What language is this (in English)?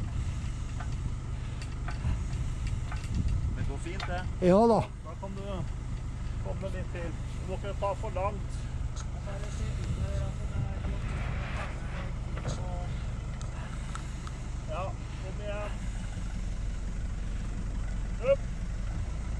Norwegian